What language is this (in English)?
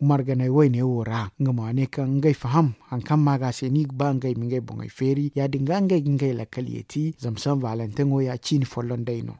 Zarma